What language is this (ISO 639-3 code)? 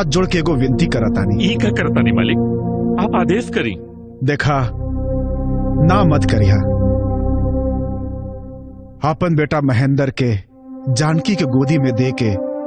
bho